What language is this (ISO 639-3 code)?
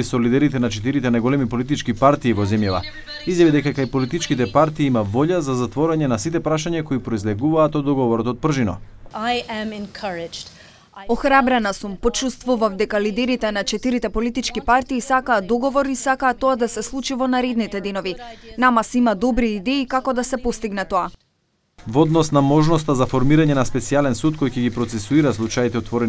mkd